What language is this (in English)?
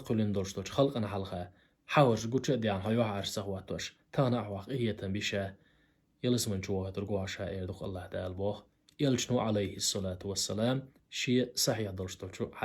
Chechen